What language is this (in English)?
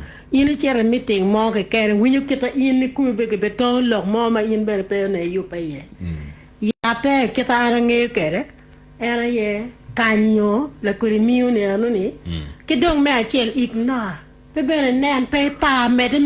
Acoli